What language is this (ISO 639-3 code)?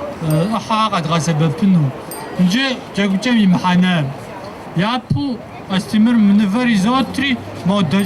kbd